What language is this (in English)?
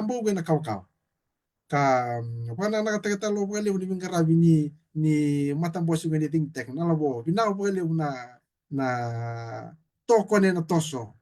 Fijian